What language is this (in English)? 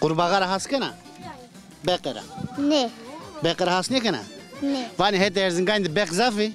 Zaza